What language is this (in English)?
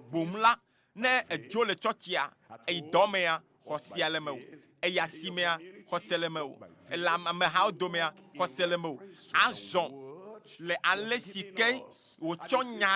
Ewe